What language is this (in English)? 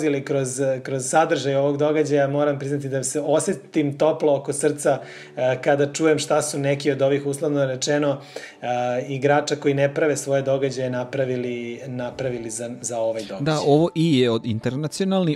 Serbian